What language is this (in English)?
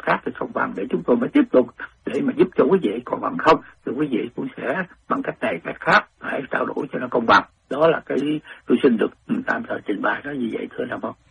Vietnamese